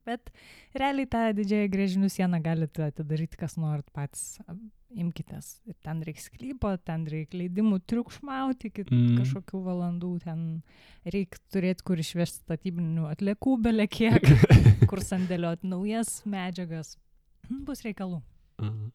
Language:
Lithuanian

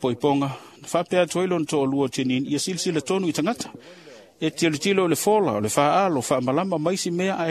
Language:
Samoan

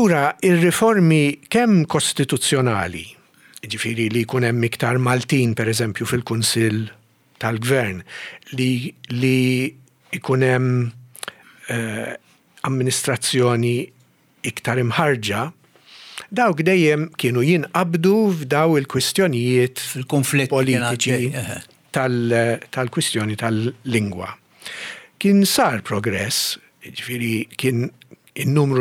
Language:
Maltese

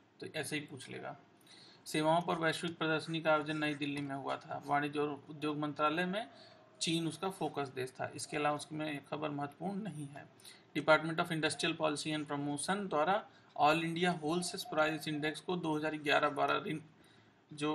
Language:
Hindi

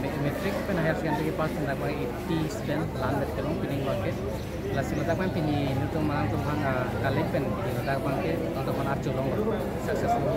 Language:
Karbi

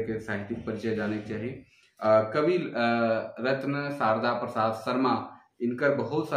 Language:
Sadri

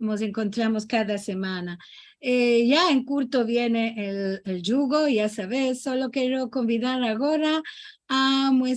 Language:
Ladino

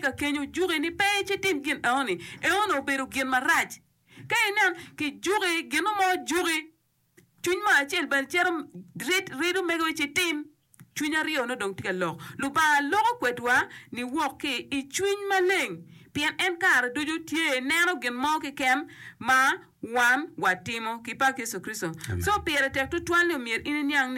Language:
Acoli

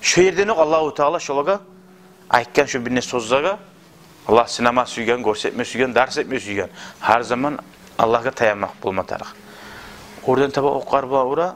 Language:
Kumyk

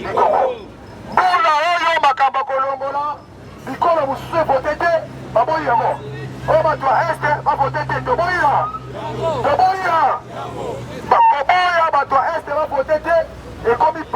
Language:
Lingala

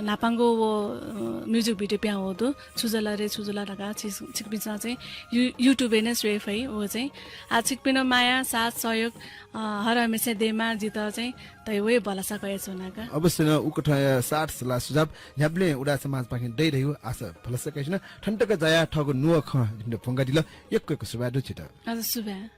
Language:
Newari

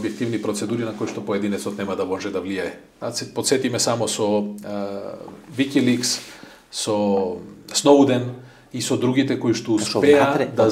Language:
Macedonian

